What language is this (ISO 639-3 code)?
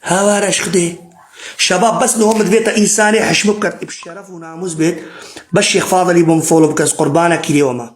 kur